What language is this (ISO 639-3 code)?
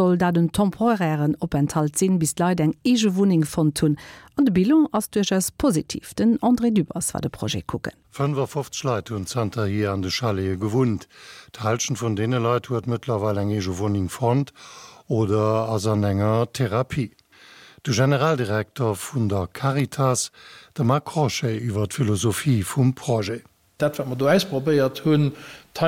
ltz